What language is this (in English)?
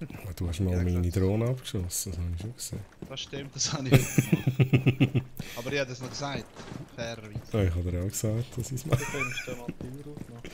Swiss German